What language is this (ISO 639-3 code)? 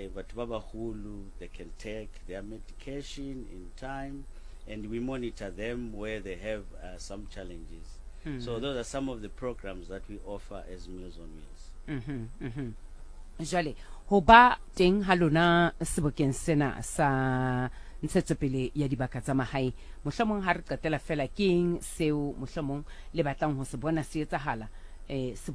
sot